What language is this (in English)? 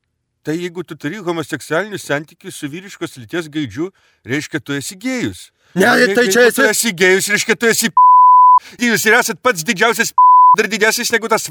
Lithuanian